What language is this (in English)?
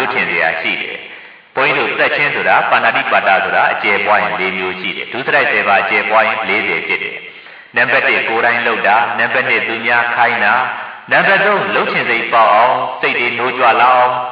Burmese